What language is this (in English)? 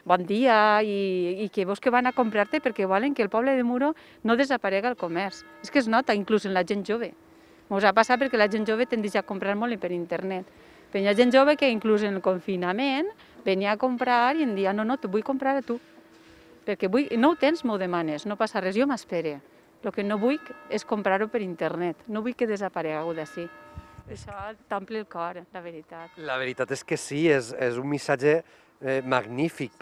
Catalan